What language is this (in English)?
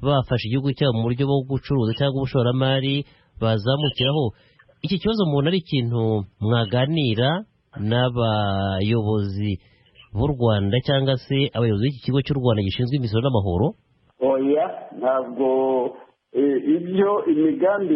Kinyarwanda